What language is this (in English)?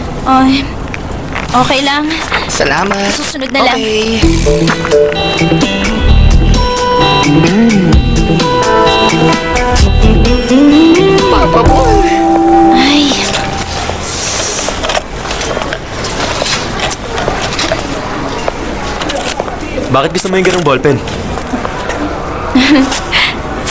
Filipino